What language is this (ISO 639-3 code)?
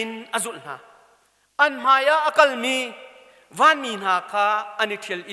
cnh